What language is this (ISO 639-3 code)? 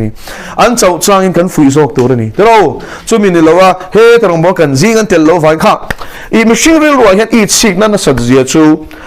lus